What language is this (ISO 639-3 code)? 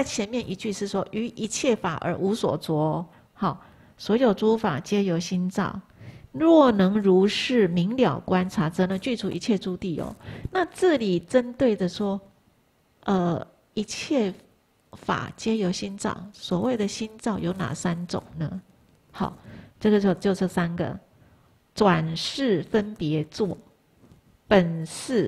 zho